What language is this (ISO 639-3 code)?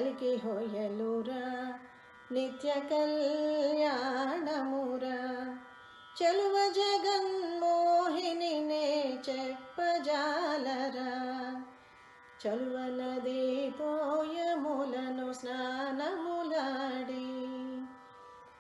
tel